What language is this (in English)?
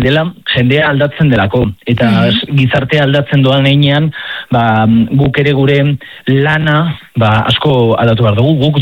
Basque